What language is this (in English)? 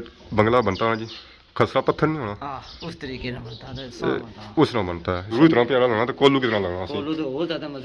Pahari-Potwari